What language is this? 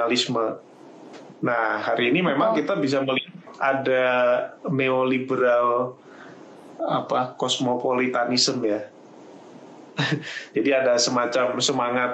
Indonesian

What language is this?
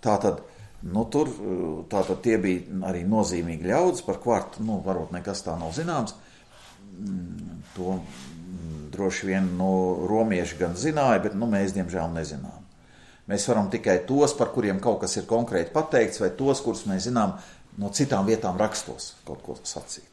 Latvian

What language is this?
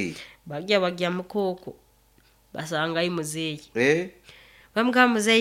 Nyoro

